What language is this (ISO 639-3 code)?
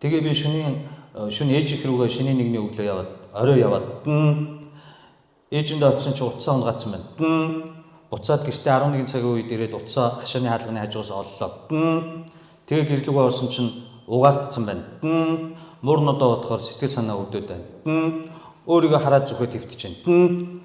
mon